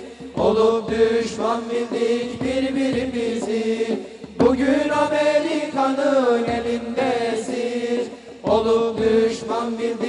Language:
Turkish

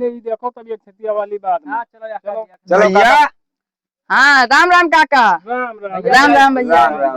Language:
Awadhi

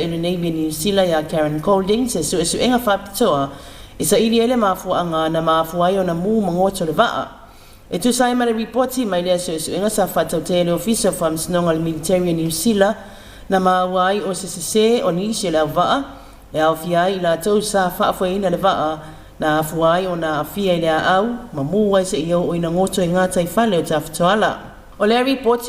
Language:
Samoan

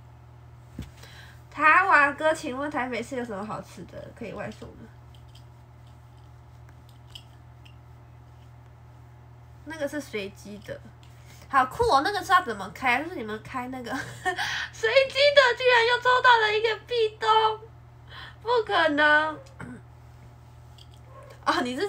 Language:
Chinese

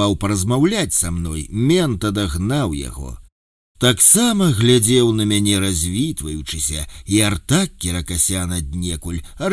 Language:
Belarusian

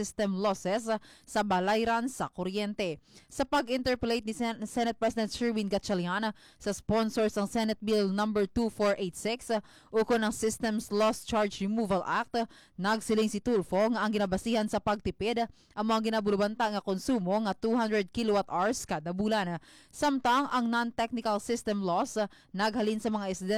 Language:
Hiligaynon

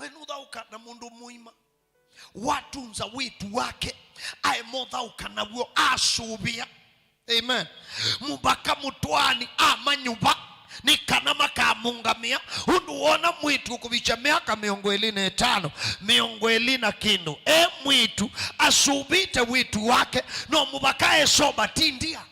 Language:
Kamba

